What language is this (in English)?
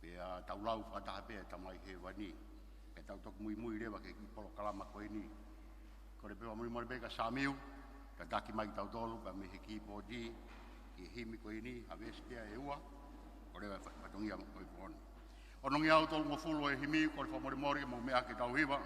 Tongan